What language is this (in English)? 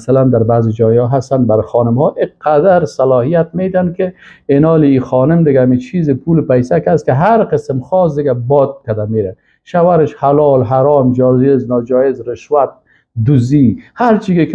Persian